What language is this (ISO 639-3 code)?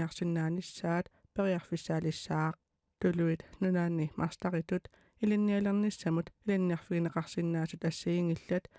kal